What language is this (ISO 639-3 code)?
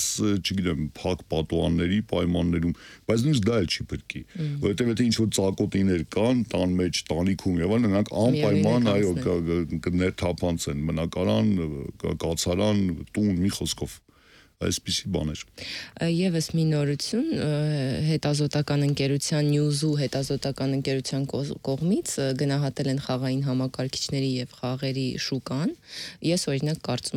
hye